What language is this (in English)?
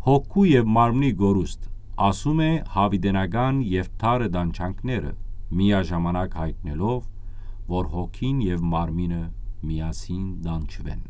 Western Armenian